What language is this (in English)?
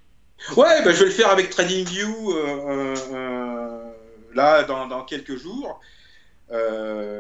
French